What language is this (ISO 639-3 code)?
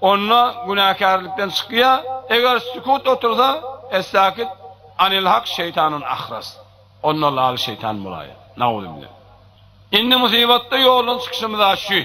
tuk